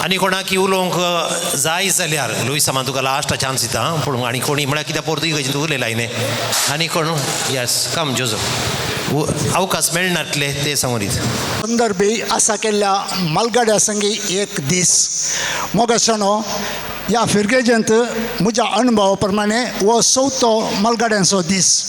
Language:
Konkani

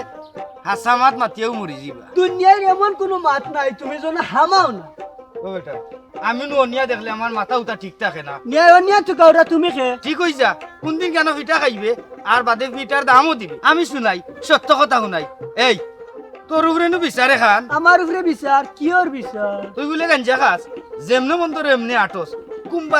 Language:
Sylheti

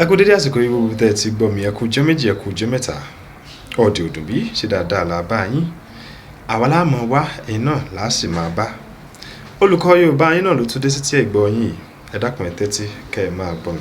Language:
Yoruba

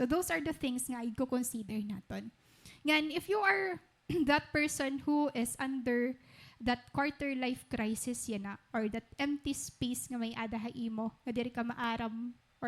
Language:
Waray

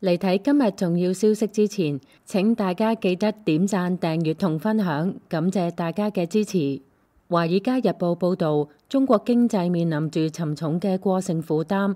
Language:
Cantonese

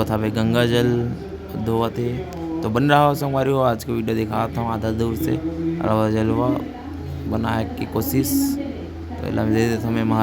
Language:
Chhattisgarhi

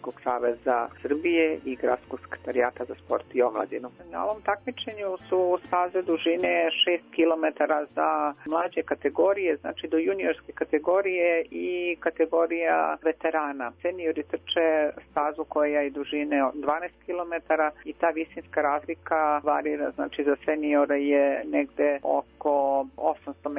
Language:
Serbian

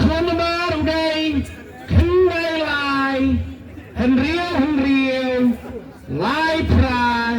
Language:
Khasi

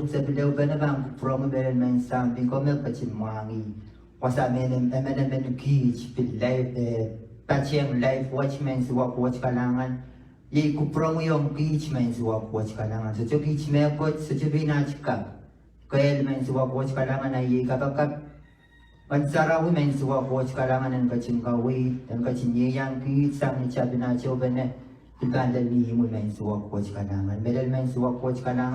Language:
Pohnpeian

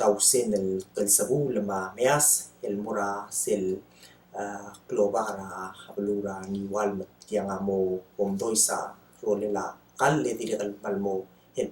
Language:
Palauan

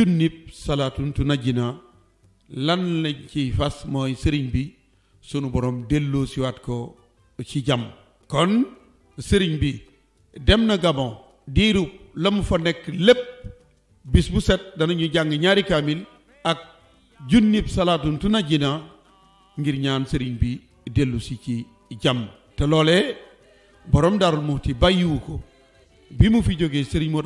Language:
Wolof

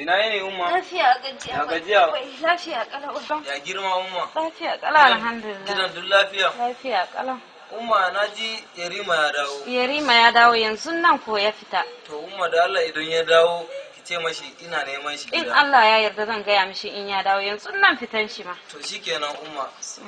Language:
Hausa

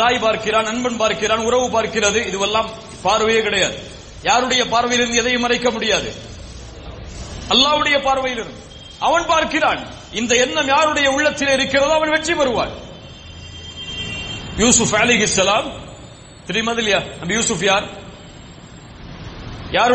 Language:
Tamil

